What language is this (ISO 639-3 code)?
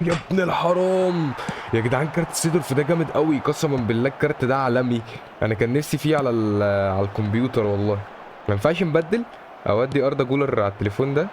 arz